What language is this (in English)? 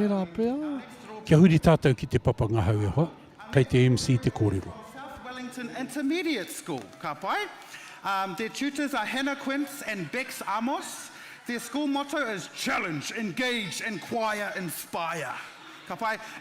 Māori